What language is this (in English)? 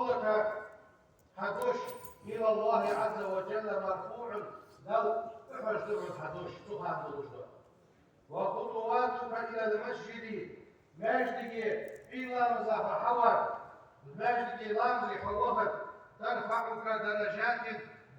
Ingush